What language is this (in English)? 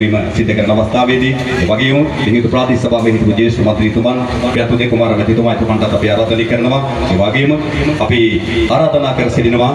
Sinhala